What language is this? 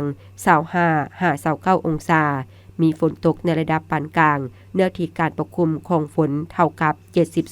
Lao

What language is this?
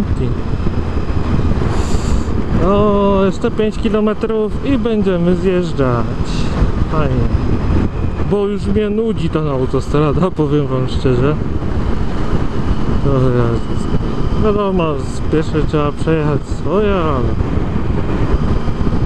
Polish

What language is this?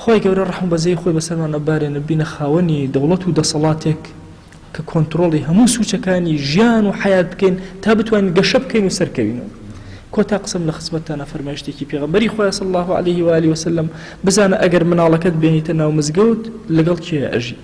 Central Kurdish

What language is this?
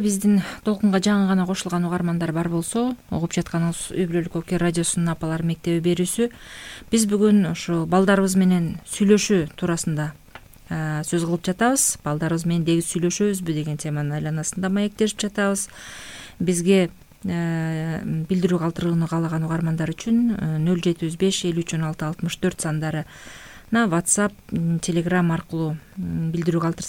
Kyrgyz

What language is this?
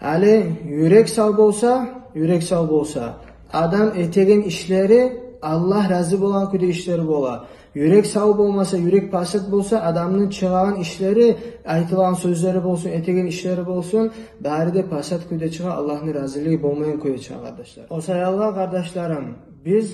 Kumyk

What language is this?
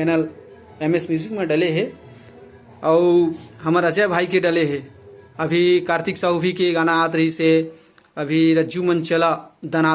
Chhattisgarhi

